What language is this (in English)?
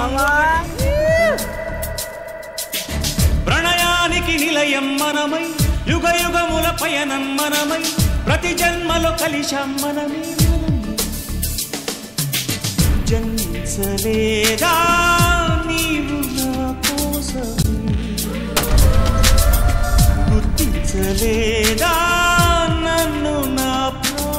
Telugu